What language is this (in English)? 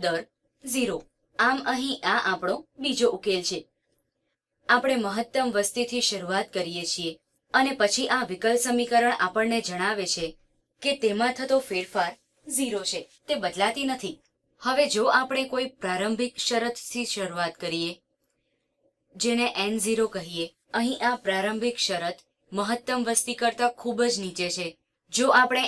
Gujarati